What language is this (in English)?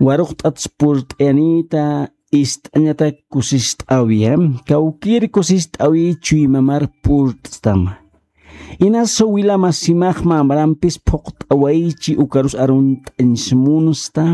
Aymara